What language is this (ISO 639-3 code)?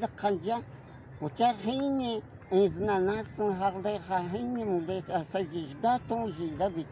kog